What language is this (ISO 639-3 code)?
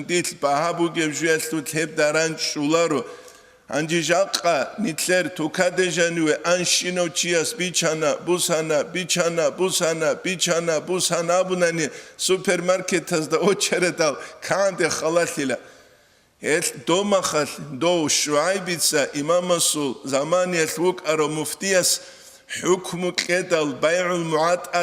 ava